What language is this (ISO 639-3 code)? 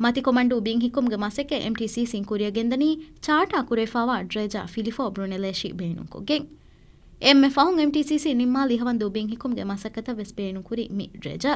div